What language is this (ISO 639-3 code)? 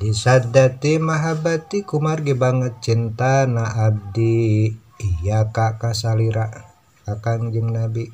sun